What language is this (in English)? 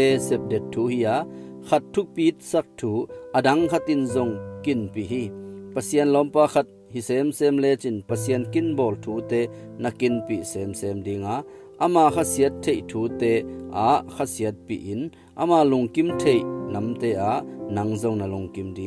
Tedim Chin